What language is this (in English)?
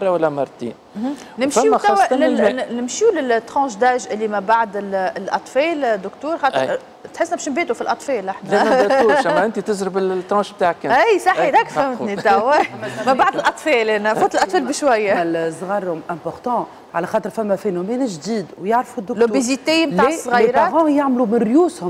Tunisian Arabic